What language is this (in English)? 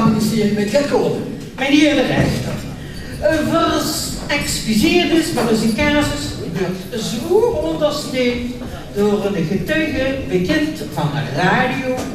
Limburgish